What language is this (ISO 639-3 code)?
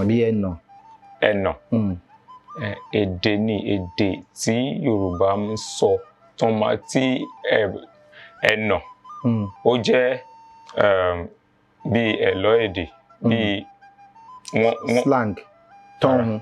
yor